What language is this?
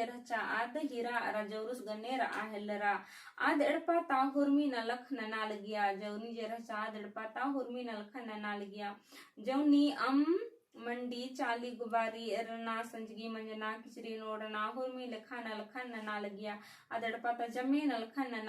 Kurukh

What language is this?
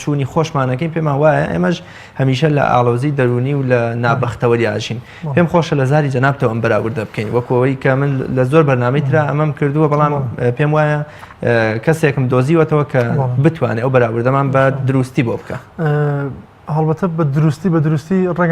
Central Kurdish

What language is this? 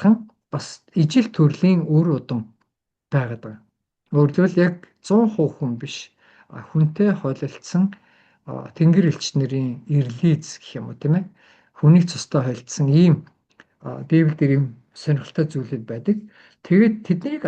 Mongolian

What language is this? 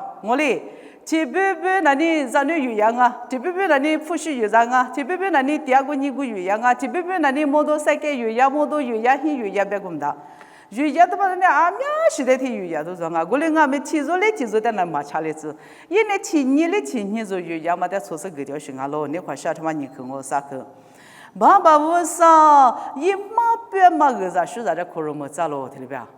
Lisu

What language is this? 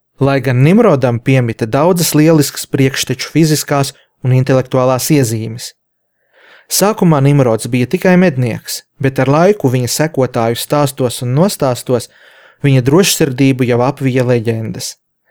Latvian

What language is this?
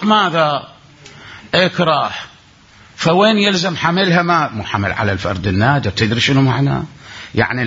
Mesopotamian Arabic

